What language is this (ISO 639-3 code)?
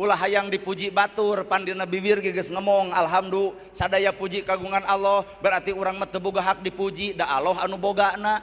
sun